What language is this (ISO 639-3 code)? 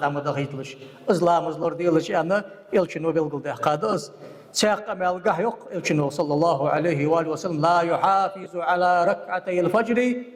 inh